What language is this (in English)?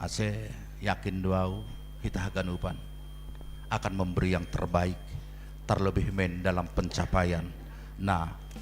Batak Simalungun